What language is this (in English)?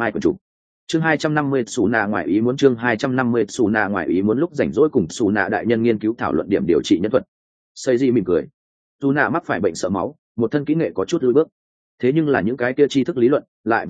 Vietnamese